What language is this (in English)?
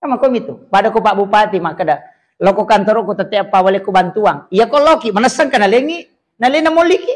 Buginese